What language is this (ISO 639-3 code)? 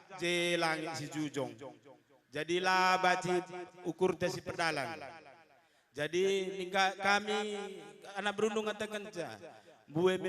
btx